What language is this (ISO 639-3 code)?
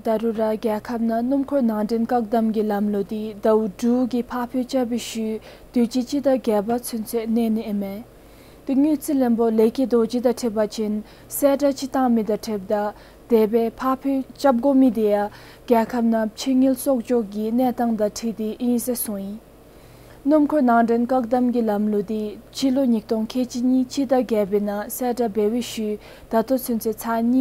dzo